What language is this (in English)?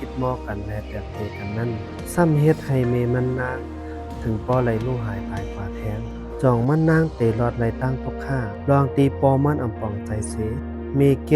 Shan